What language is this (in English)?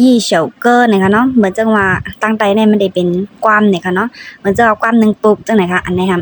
Shan